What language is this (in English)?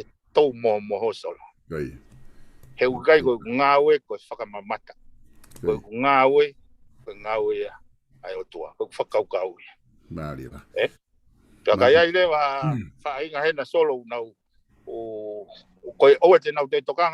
Tongan